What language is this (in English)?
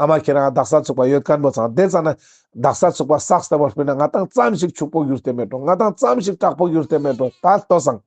Ladakhi